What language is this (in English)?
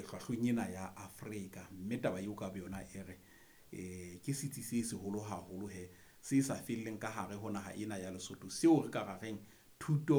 Southern Sotho